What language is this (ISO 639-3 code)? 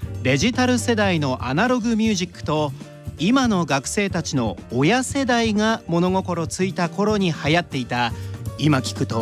jpn